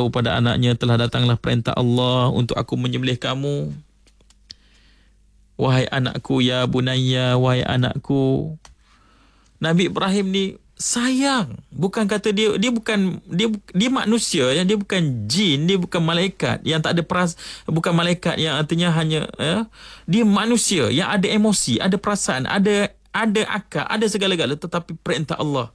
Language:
Malay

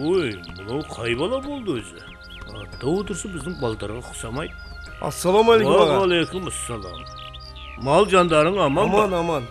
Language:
Kara-Kalpak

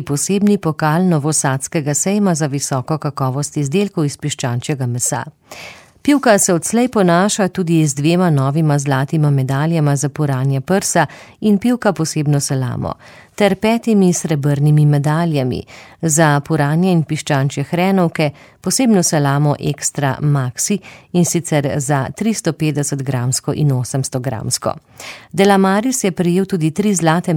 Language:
Slovenian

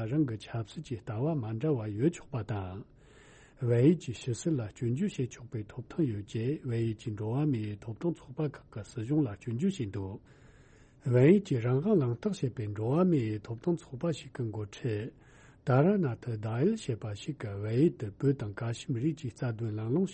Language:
Tibetan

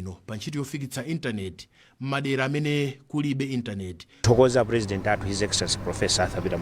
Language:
Nyanja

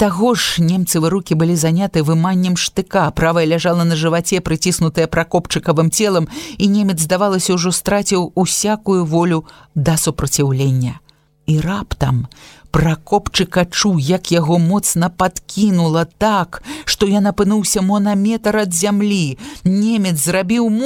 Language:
Belarusian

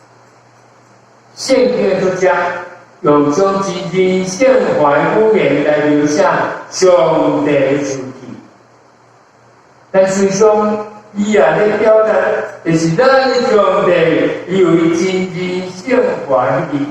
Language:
Min Nan Chinese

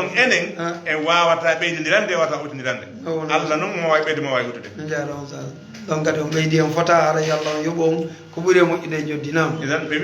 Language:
Fula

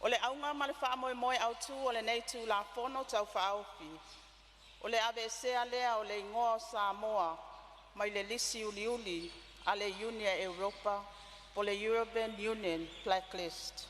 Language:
Samoan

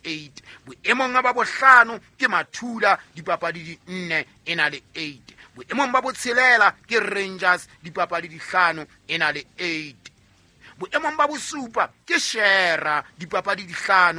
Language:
Southern Sotho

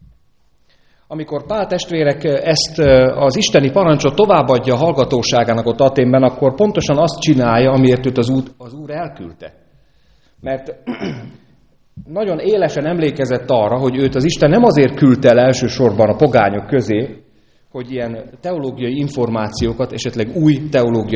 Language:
Hungarian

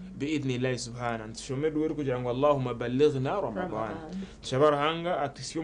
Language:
Nyankole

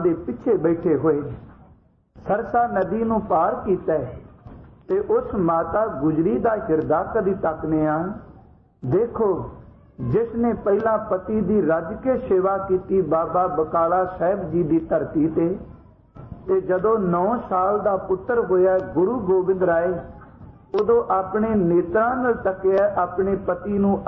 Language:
Punjabi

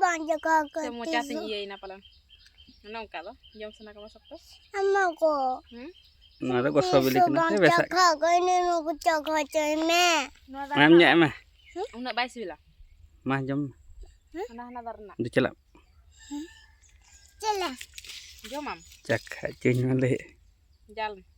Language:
Santali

